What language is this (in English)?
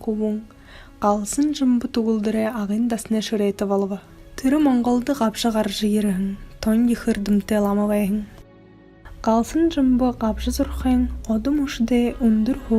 Buriat